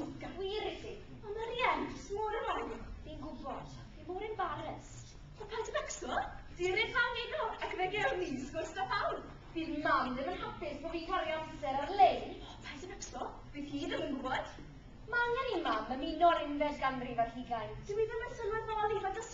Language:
Welsh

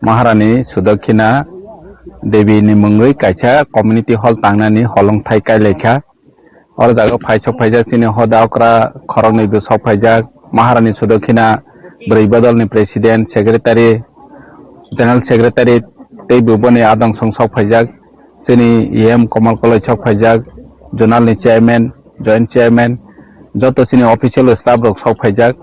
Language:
Kok Borok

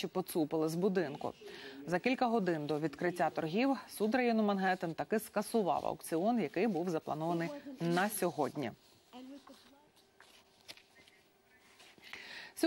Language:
Ukrainian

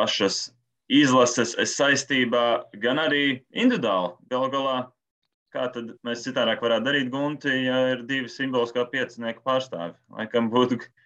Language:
Latvian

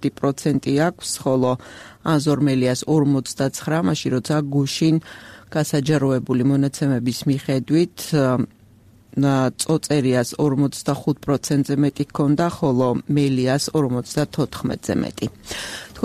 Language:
Georgian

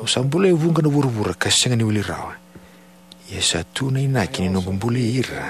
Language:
Fijian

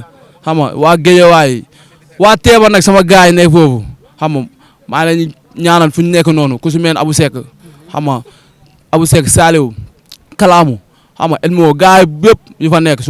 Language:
Wolof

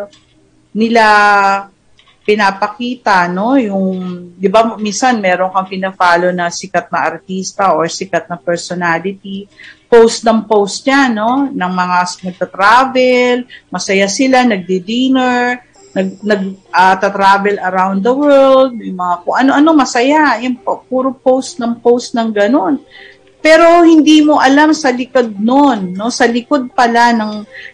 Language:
Filipino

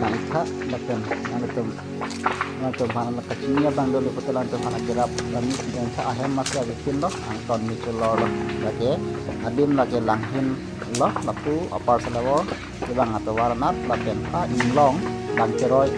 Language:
Karbi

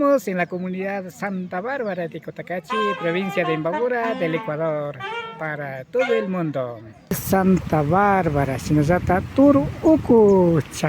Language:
Imbabura Highland Quichua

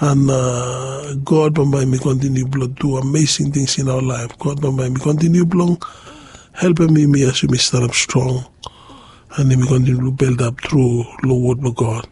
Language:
Bislama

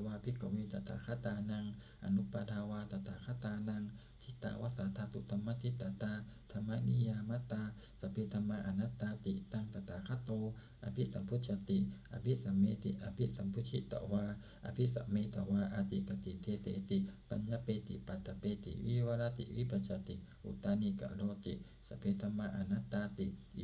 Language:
Pali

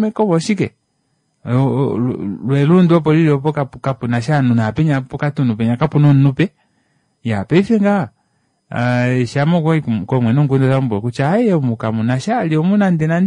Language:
Kuanyama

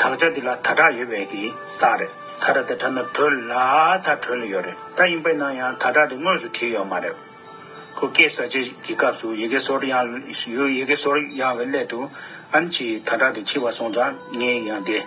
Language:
Tibetan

